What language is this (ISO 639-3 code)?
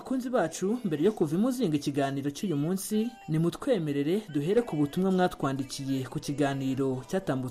kin